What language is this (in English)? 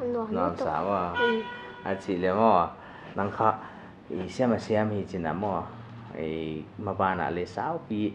Paite Chin